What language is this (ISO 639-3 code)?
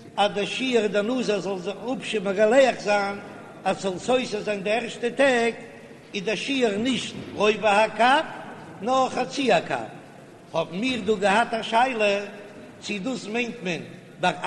yid